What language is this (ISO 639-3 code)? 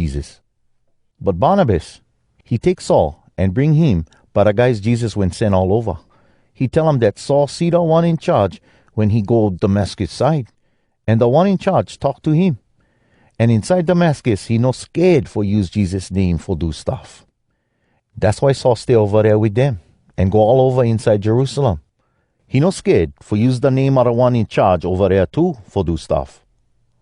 hwc